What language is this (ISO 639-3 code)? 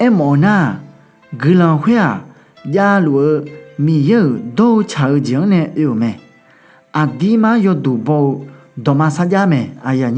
ahk